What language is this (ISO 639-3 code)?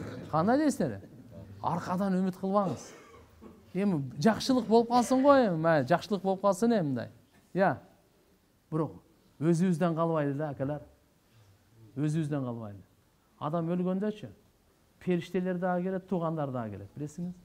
kir